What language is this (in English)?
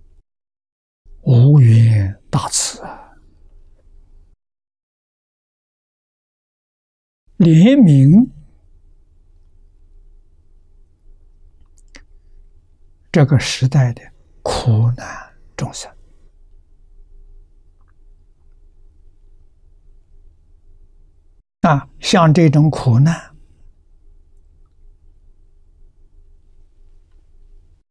Chinese